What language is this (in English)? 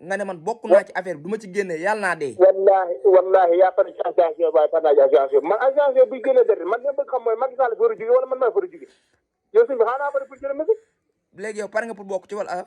Wolof